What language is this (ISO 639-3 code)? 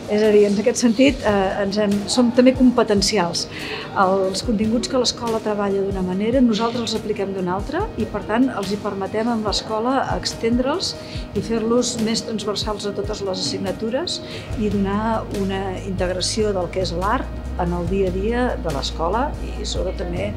cat